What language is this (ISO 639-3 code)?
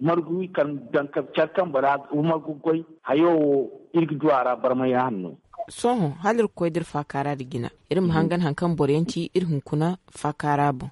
dje